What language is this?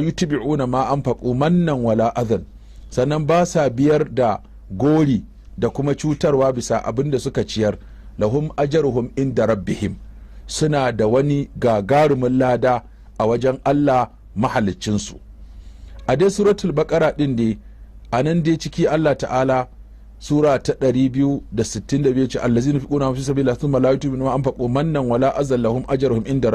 Hausa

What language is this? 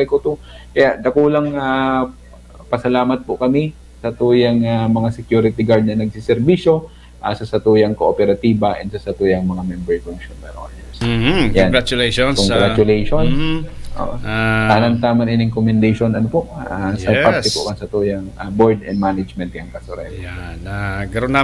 Bikol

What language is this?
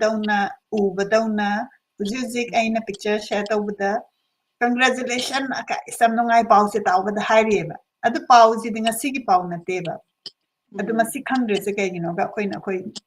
Manipuri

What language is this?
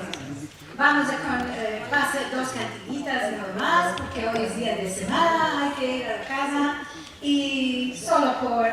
Ladino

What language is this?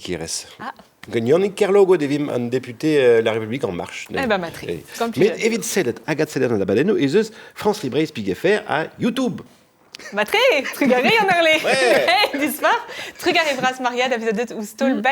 Breton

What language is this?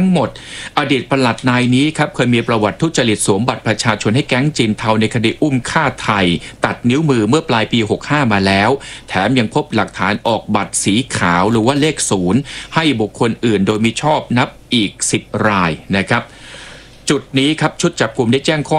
Thai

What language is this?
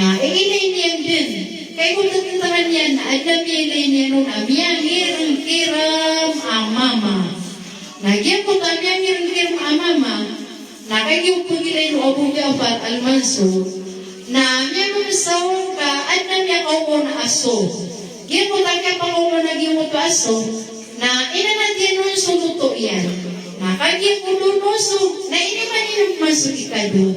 Maranao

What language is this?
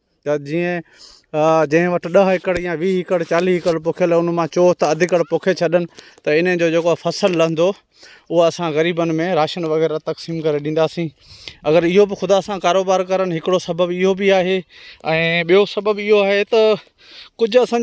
Sindhi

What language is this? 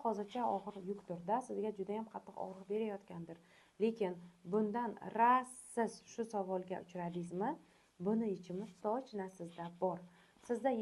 Uzbek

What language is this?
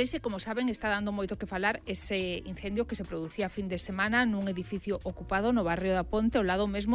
Galician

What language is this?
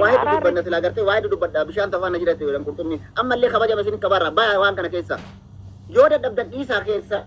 Oromo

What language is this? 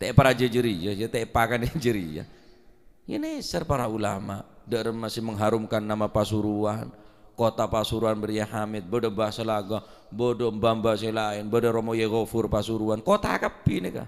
Madurese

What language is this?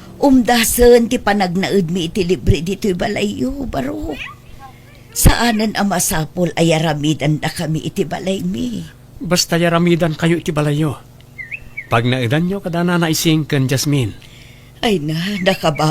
Iloko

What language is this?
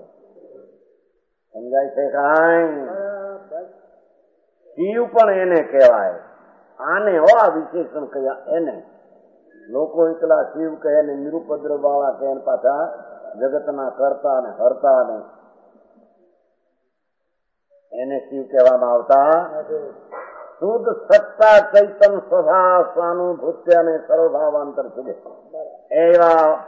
Gujarati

